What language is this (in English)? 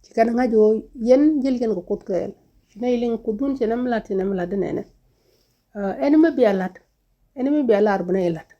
Nuer